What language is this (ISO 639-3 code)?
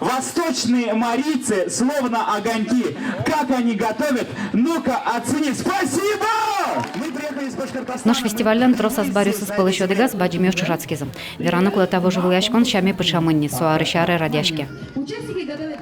udm